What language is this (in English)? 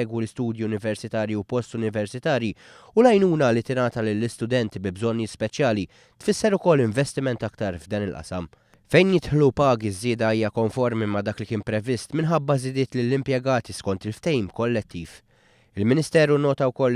Maltese